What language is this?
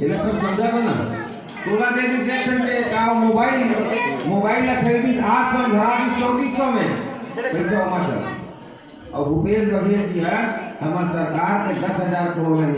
Chhattisgarhi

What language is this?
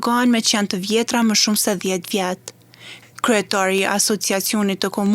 Albanian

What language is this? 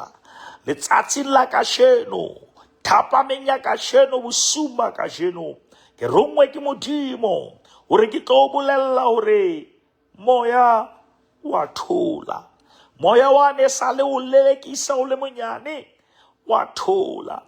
Southern Sotho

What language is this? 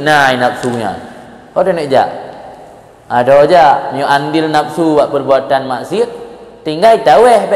Achinese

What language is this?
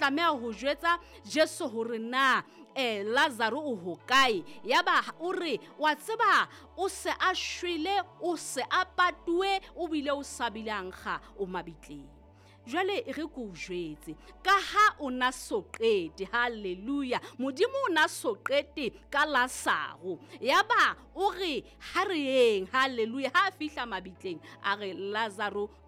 Southern Sotho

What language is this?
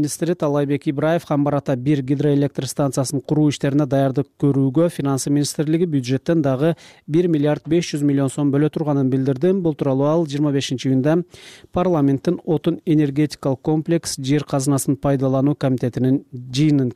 Kyrgyz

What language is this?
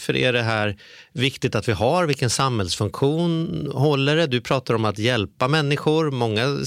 Swedish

